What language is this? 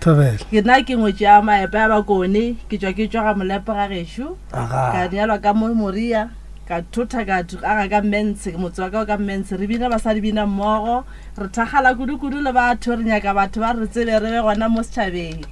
Northern Sotho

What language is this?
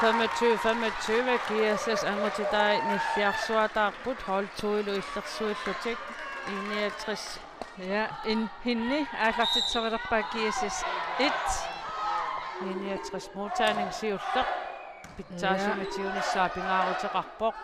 Kalaallisut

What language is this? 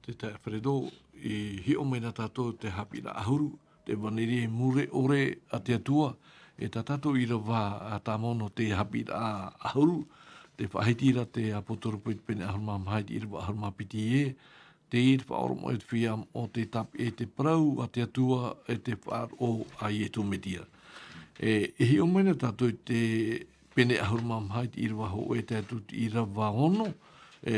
Tahitian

